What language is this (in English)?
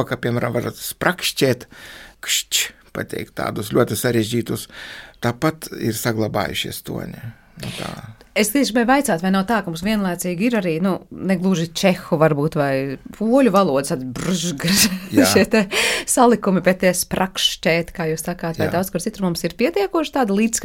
Latvian